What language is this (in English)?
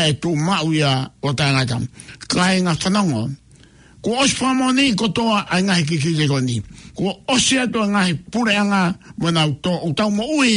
Tongan